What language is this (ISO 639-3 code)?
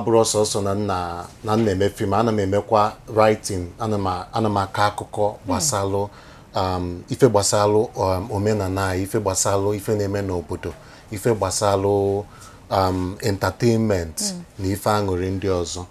ibo